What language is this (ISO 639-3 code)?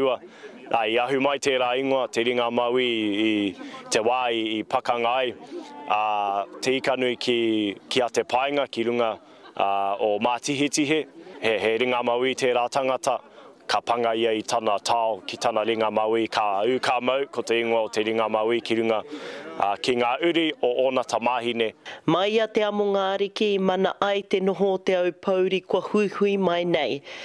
mri